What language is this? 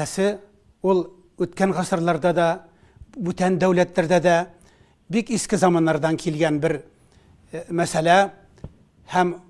Tatar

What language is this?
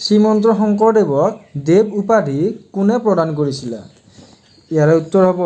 Assamese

